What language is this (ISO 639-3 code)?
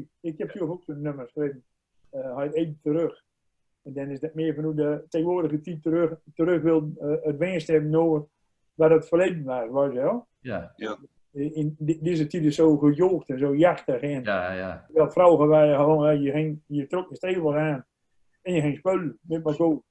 gos